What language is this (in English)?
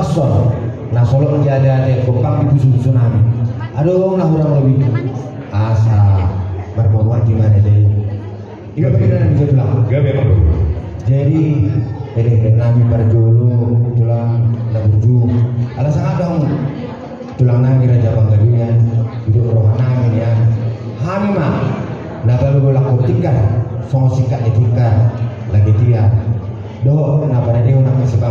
Batak Toba